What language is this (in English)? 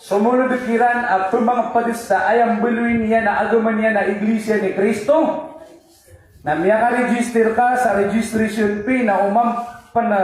Maranao